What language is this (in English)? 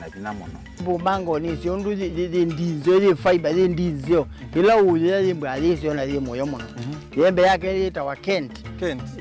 Kamba